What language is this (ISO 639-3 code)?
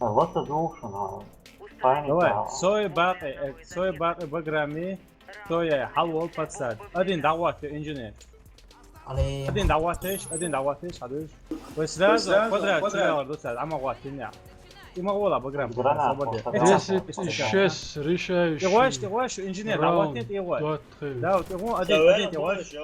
che